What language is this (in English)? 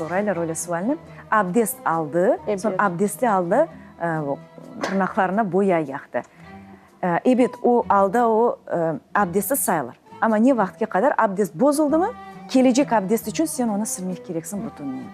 Crimean Tatar